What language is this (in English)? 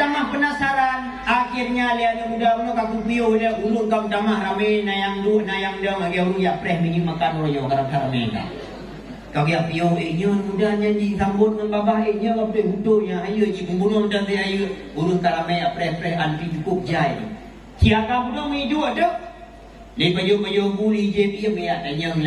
Achinese